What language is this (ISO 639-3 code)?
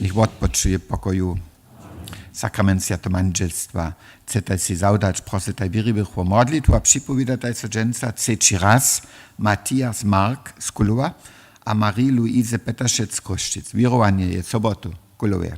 hsb